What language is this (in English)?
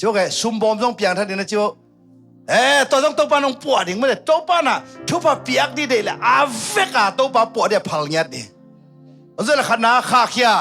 Tedim Chin